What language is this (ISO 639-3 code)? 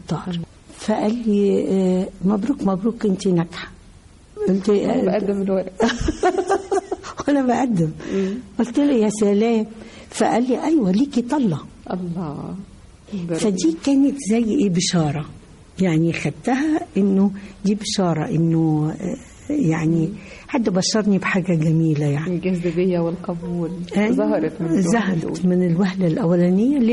arz